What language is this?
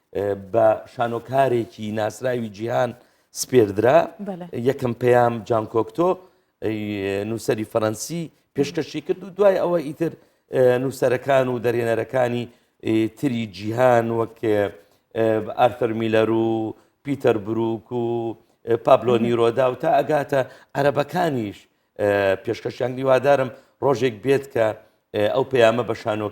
Central Kurdish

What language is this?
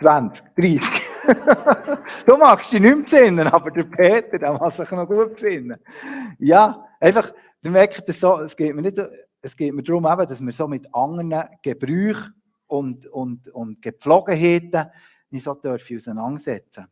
Swiss German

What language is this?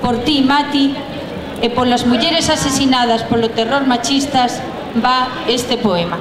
Galician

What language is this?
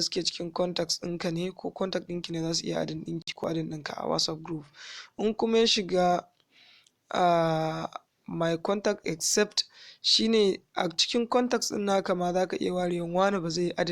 Hausa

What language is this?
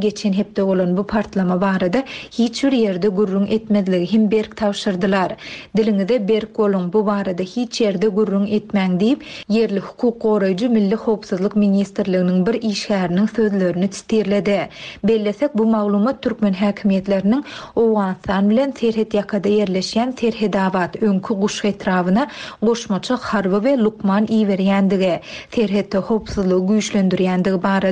Turkmen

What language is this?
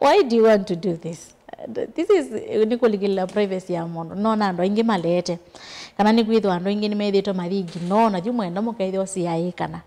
Kamba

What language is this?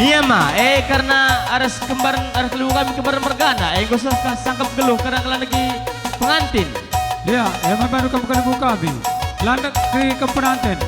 Batak Karo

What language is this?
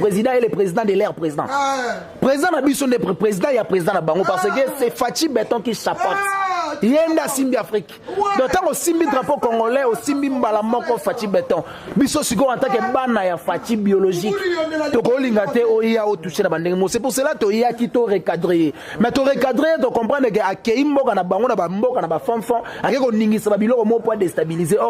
Lingala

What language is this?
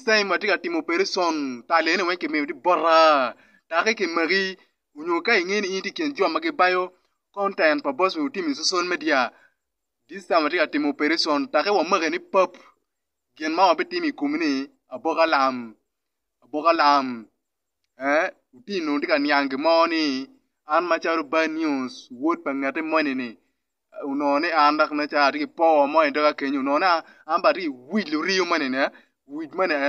Acoli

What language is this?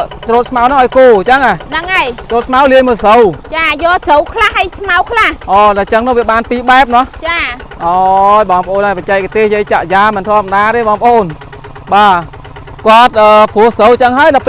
Khmer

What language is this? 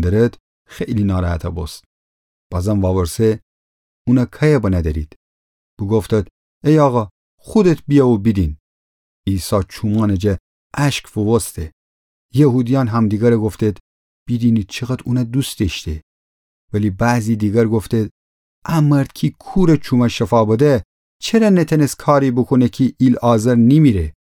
Gilaki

